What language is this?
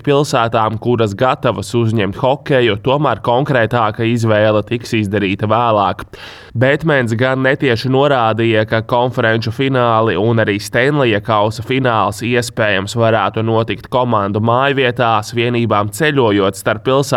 Latvian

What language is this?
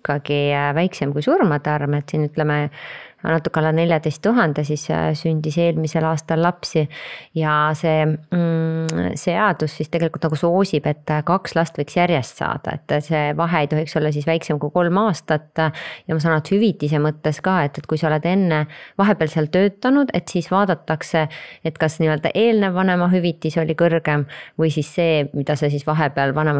Estonian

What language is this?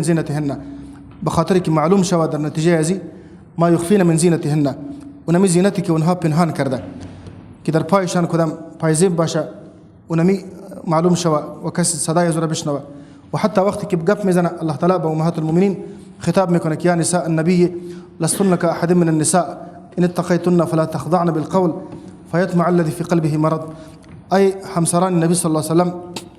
Persian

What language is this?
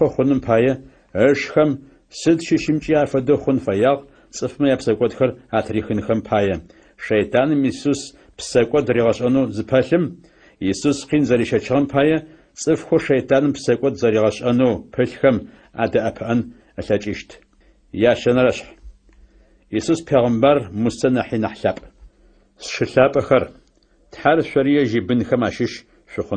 Adyghe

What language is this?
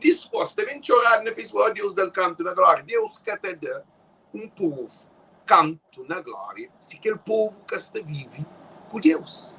Kabuverdianu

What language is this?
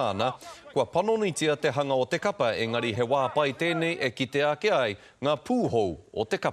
Māori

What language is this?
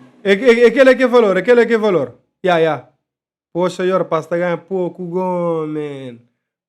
Kabuverdianu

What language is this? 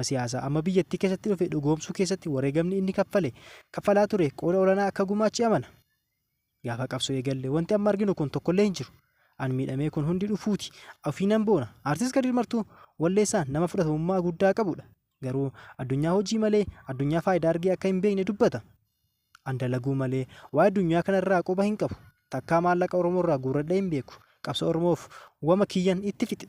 Oromo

